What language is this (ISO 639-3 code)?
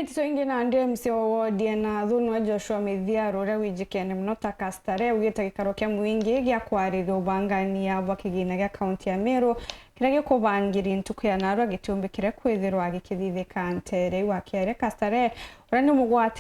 mer